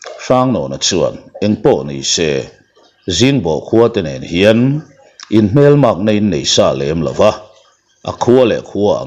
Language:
Mizo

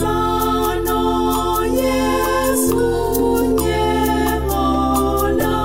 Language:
Ewe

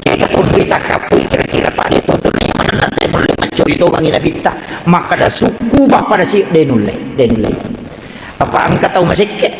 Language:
Buginese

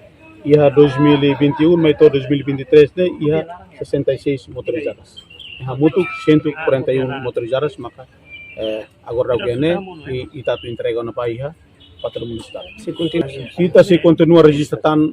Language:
Tetum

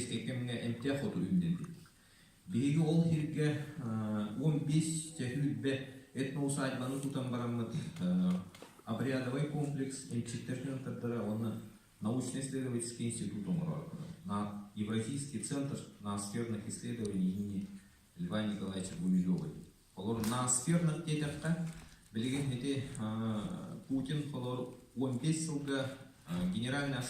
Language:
Yakut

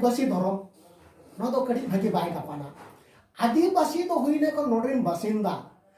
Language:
Santali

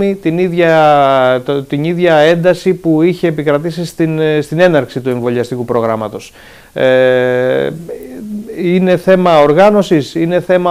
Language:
Greek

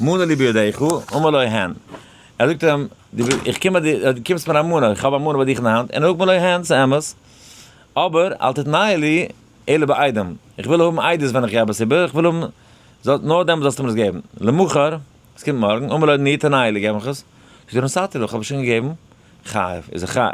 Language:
Yiddish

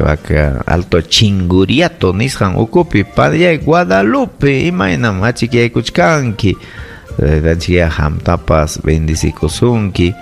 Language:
Ayacucho Quechua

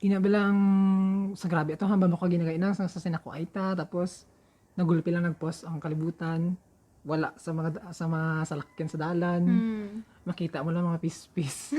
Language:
Hiligaynon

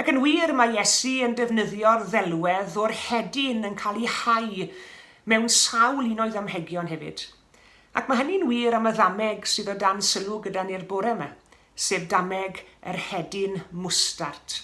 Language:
Welsh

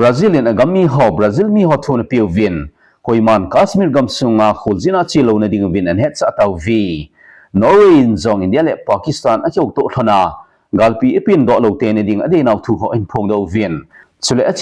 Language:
Thado Chin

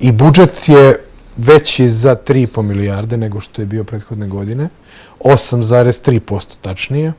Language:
Serbian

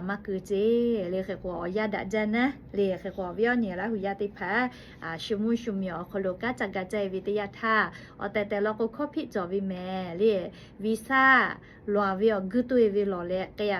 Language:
Lahu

